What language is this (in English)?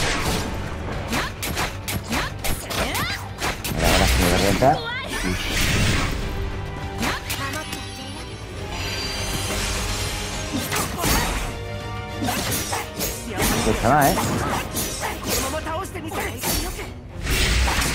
Spanish